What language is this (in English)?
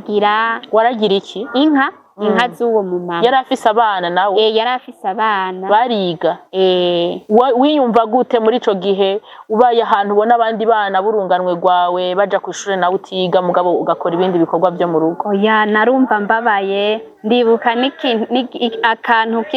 Rundi